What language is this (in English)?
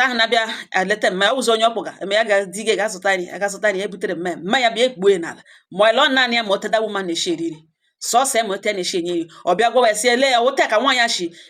Igbo